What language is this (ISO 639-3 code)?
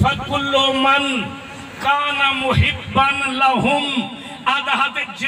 skr